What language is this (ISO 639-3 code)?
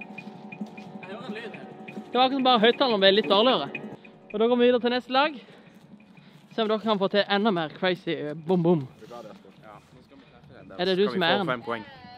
nor